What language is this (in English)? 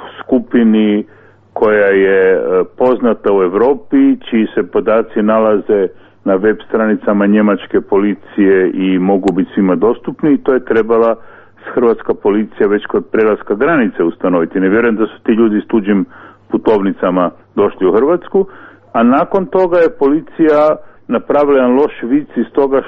Croatian